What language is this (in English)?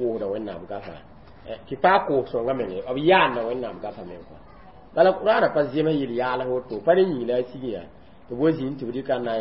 Mossi